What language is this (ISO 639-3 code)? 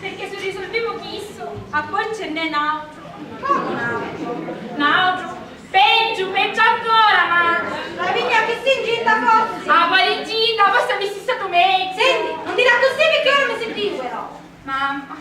scn